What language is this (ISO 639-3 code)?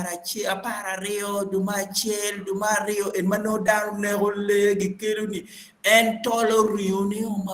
ach